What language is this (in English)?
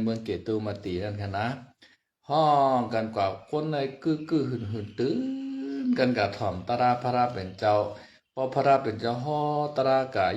Shan